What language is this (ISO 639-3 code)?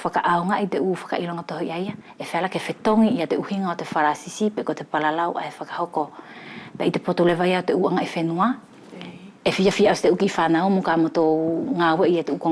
wls